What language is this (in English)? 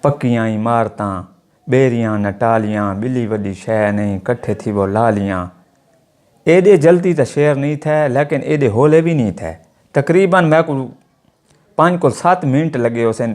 Saraiki